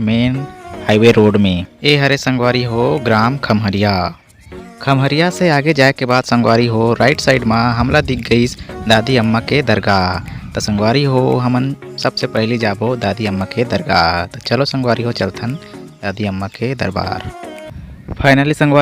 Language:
Chhattisgarhi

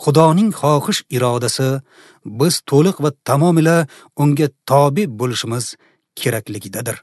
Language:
Uzbek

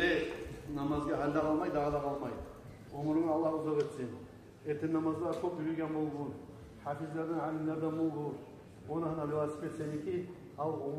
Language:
Kumyk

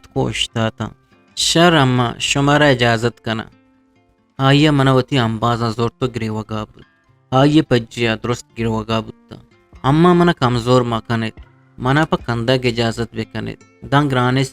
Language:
Eastern Balochi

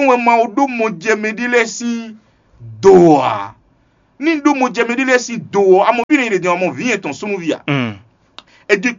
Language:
Fon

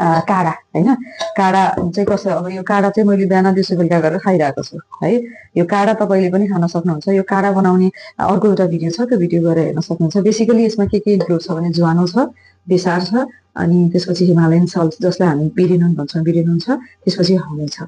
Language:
Nepali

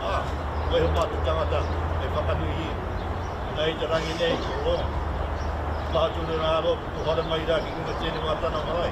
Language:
Māori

